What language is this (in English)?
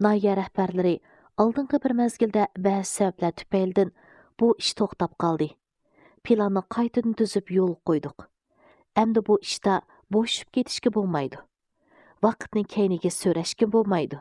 Uyghur